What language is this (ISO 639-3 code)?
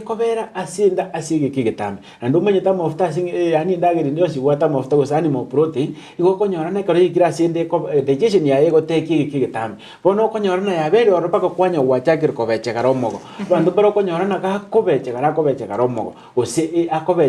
guz